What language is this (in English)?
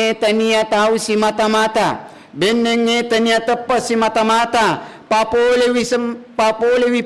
Buginese